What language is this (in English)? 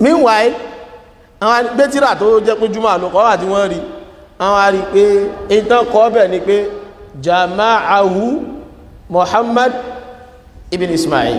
Yoruba